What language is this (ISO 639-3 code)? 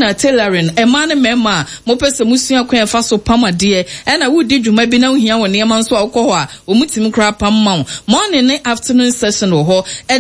aka